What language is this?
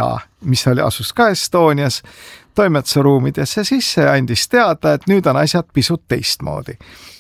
Estonian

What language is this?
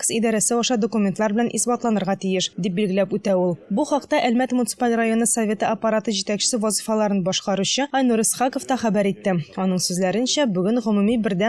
Tatar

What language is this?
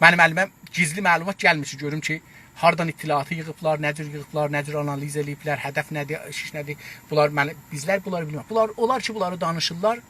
South Azerbaijani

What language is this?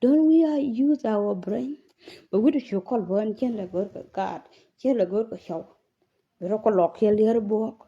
Nuer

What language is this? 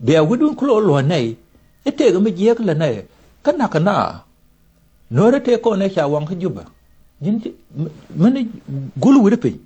Nuer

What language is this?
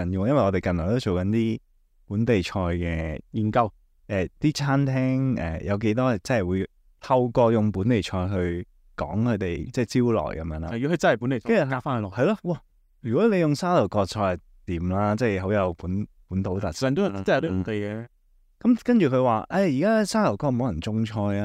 Cantonese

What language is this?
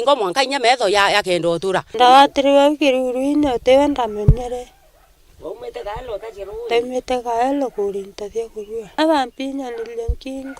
Meru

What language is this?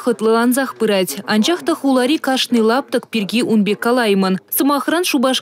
Chuvash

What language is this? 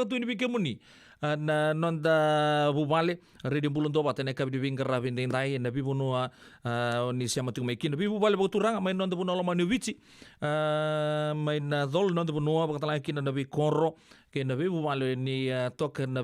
Fijian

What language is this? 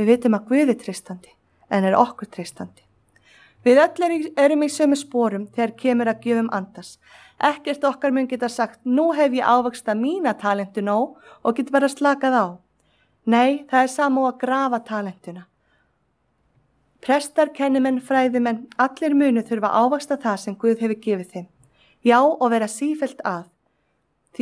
Icelandic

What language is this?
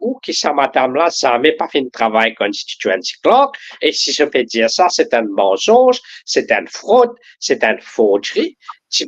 Morisyen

